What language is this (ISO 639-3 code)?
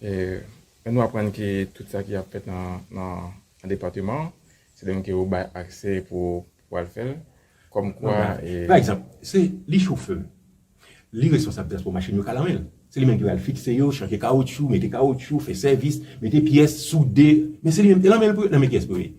hat